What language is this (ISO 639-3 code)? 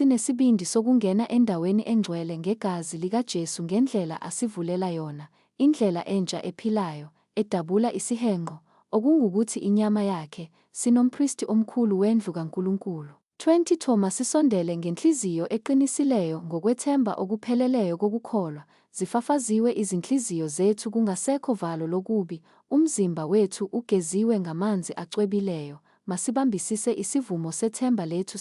zul